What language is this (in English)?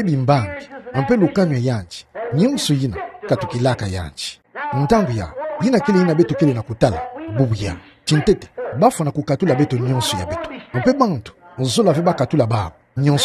Kituba (Democratic Republic of Congo)